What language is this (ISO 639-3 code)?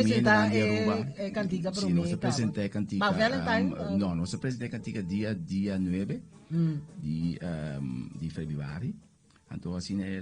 pap